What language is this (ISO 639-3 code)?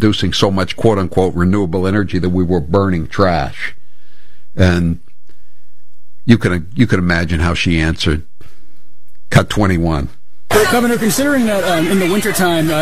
eng